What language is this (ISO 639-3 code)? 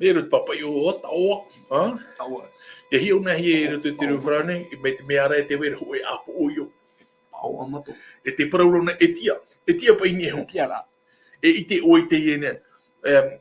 tah